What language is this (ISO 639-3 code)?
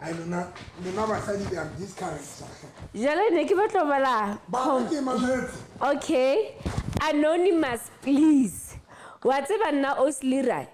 sot